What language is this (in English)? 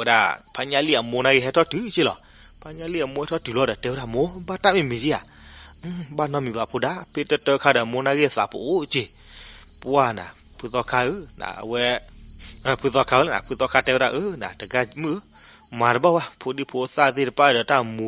S'gaw Karen